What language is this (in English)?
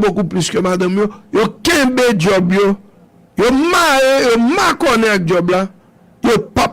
Haitian Creole